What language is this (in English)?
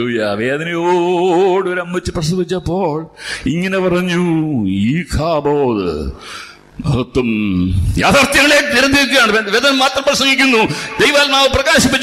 Malayalam